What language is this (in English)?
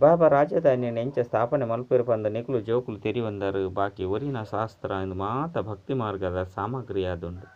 Tulu